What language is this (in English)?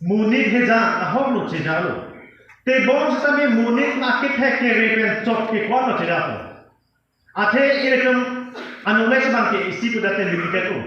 Karbi